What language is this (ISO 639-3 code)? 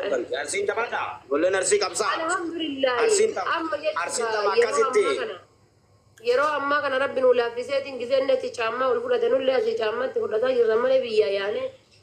orm